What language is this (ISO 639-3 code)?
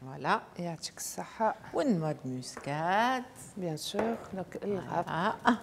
aeb